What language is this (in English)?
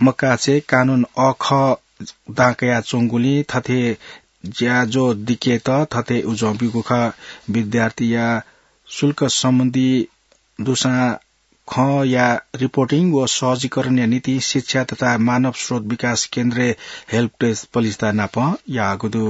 Newari